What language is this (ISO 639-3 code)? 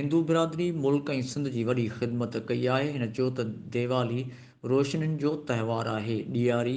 snd